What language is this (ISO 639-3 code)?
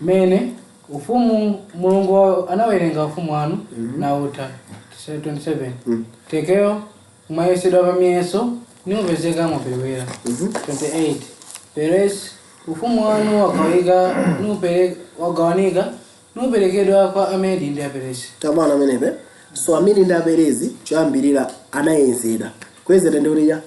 nya